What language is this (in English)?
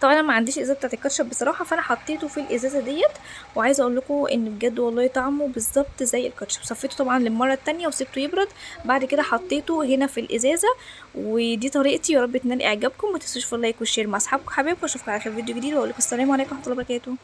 Egyptian Arabic